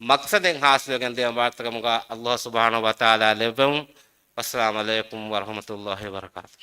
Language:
Divehi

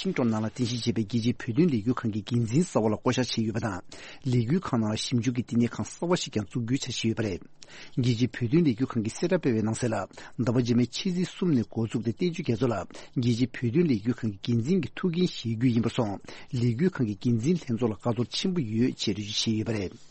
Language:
Tibetan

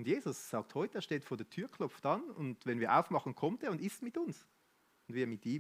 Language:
Swiss German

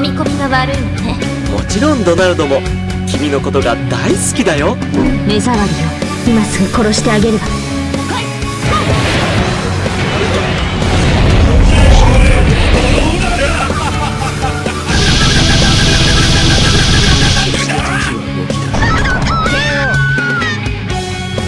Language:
Japanese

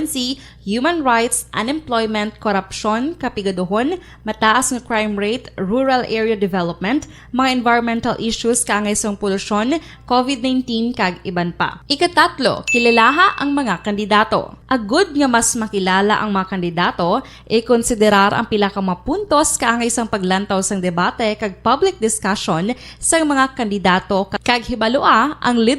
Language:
Hiligaynon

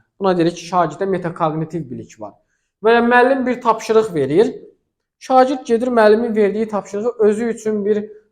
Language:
Azerbaijani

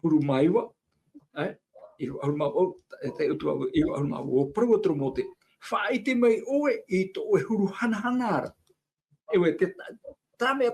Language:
Tahitian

